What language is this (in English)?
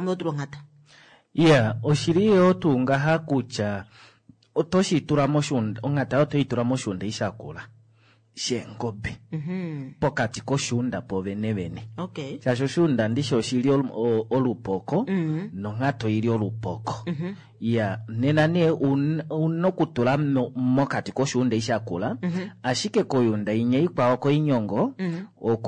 Kuanyama